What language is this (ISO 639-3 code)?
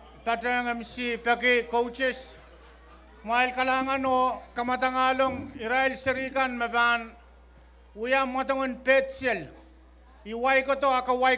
pon